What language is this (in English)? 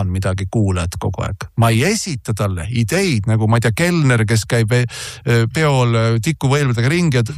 Estonian